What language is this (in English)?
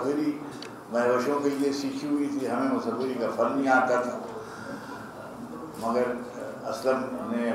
Urdu